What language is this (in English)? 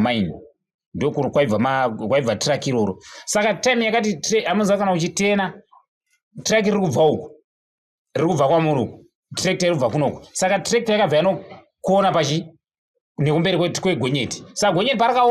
Shona